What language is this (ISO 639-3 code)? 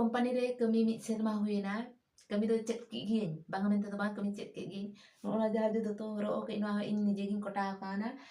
sat